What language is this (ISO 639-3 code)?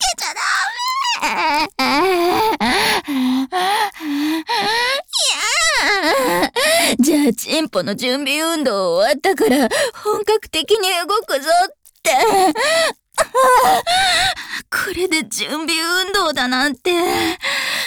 jpn